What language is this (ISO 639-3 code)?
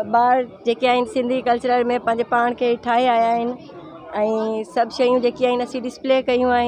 snd